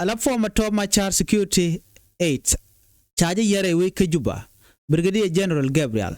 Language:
Nuer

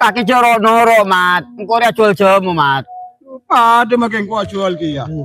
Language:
Madurese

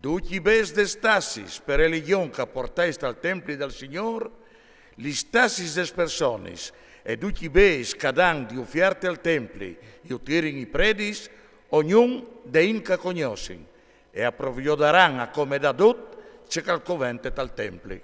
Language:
Friulian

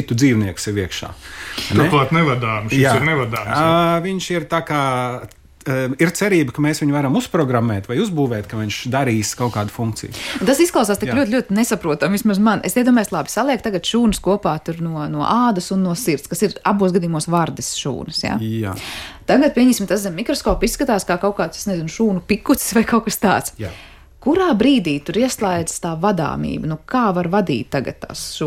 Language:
Latvian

